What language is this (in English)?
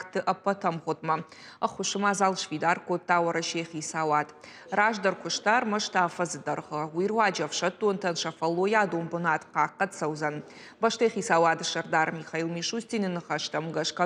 Ossetic